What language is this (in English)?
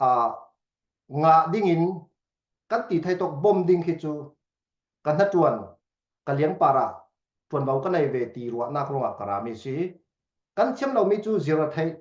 Falam Chin